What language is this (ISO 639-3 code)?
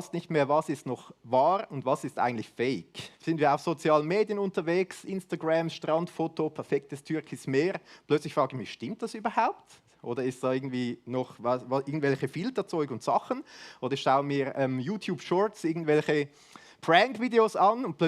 gsw